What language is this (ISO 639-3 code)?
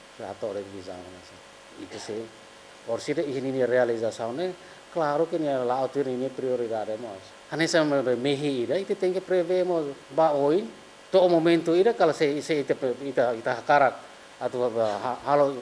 tet